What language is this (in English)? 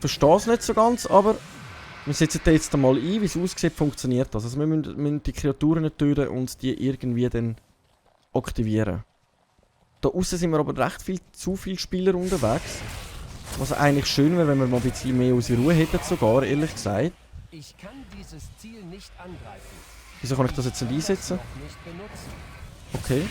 Swiss German